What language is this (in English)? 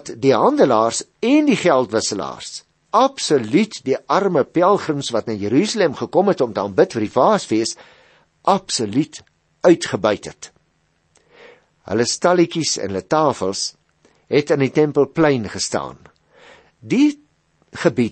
Afrikaans